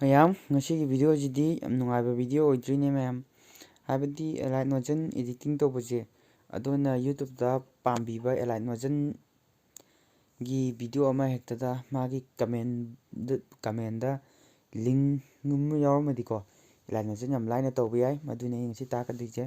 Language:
Manipuri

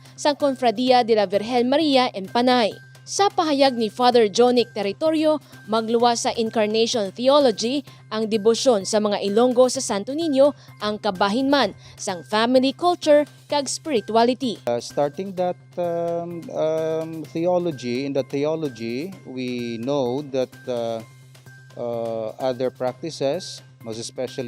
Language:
Hiligaynon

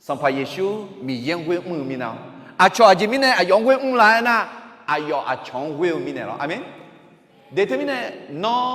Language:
Akha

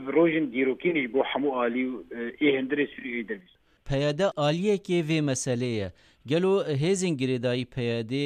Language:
Kurdish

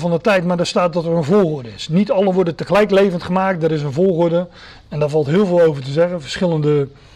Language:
Dutch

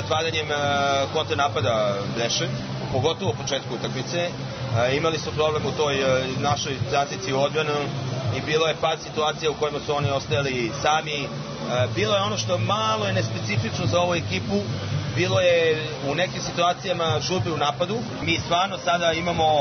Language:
Serbian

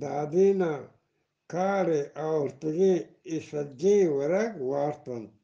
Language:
Eastern Balochi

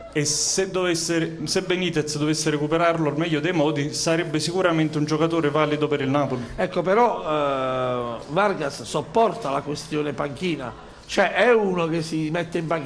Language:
Italian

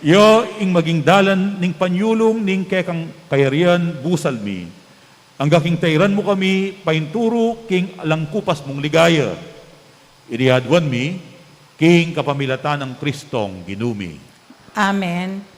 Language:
Pampanga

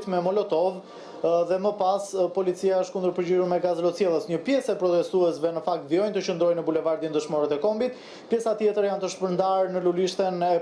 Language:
Albanian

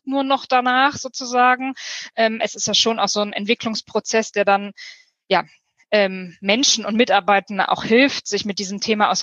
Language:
German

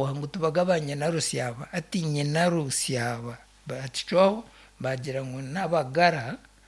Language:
Nyankole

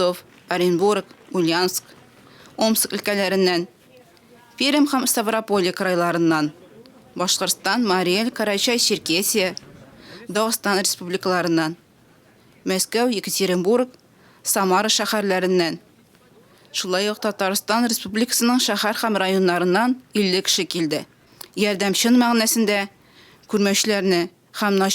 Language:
Tatar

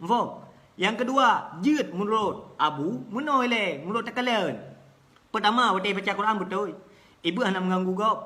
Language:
Achinese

